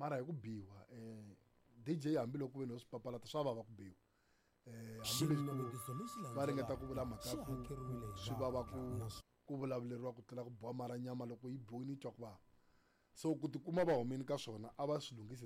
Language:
Tsonga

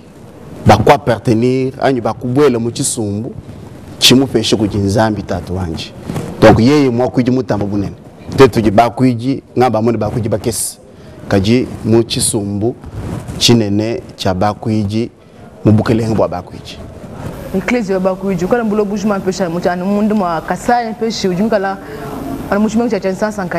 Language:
Luba-Lulua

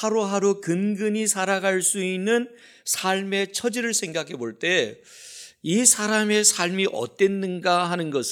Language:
Korean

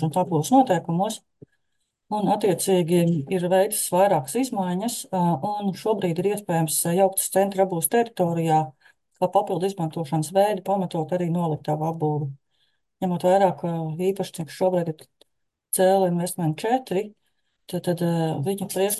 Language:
Latvian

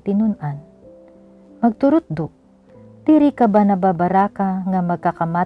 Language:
Waray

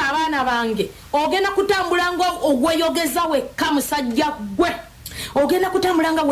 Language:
Ganda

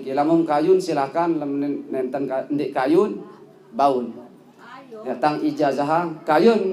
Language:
Sasak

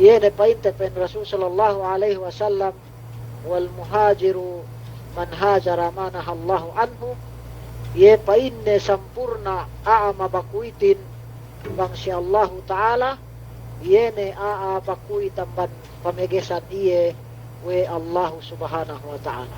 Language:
Yakan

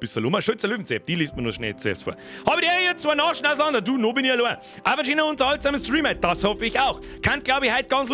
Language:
Bavarian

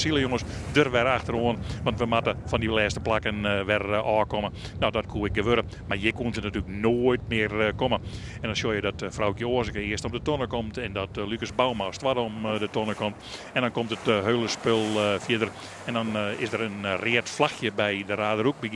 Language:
Western Frisian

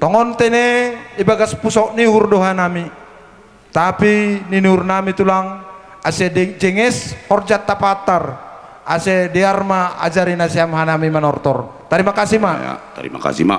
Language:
Batak Simalungun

